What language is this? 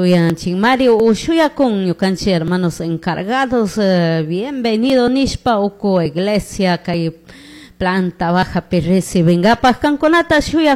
Chimborazo Highland Quichua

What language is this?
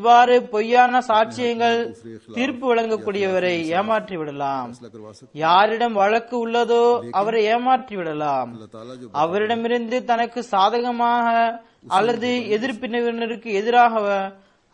Tamil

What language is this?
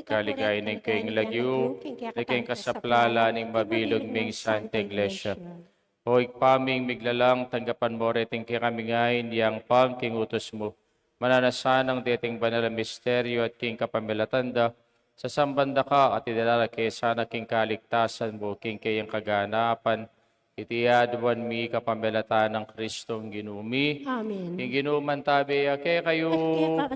Pampanga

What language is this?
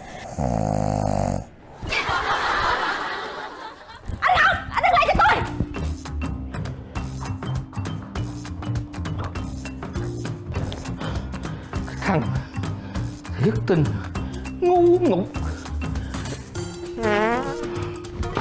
Vietnamese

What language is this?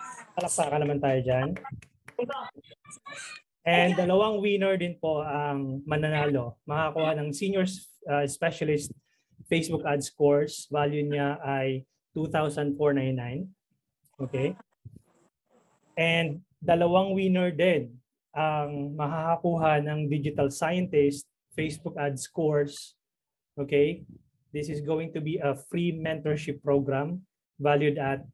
Filipino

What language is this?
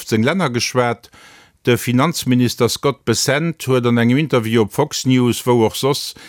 Luxembourgish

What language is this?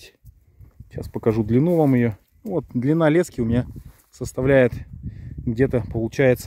Russian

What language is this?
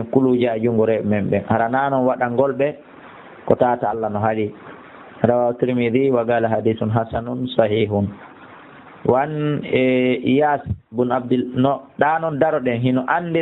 Fula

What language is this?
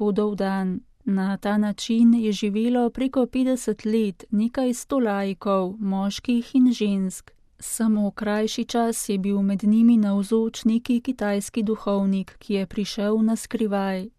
Slovenian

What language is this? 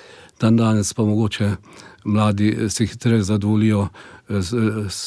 Slovenian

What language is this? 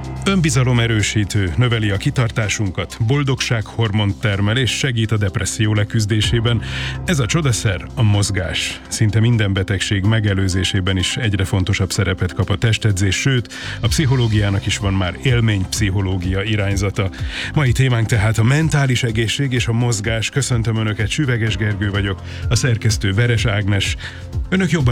Hungarian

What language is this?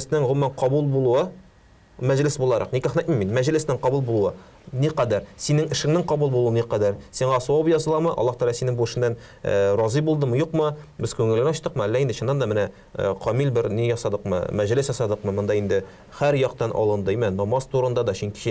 Tatar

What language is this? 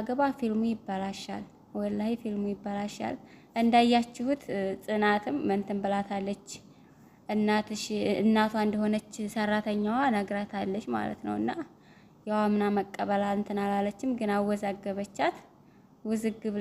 Amharic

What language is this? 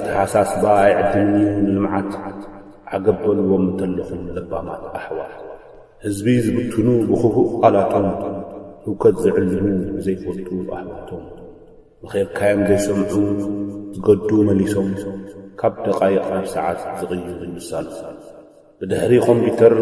Tigrinya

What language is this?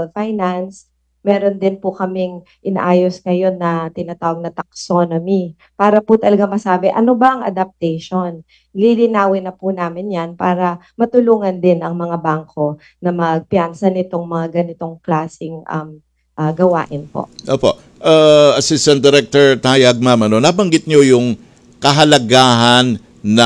Filipino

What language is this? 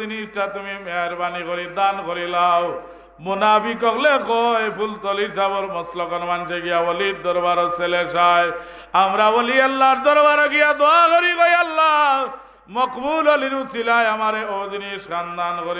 Sylheti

